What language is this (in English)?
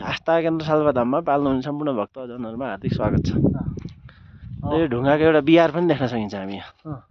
Nepali